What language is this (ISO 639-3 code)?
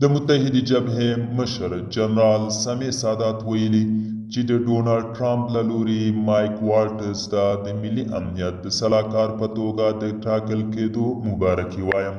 pus